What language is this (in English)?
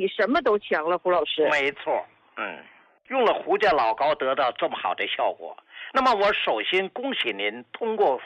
Chinese